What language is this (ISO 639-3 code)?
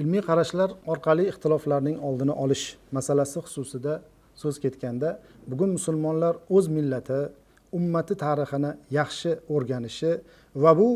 uzb